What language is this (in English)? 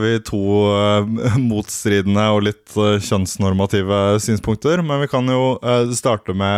Norwegian